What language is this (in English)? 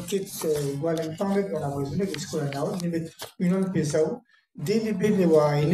Breton